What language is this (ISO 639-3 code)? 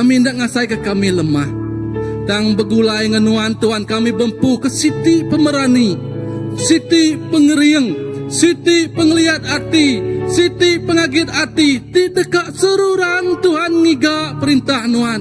iba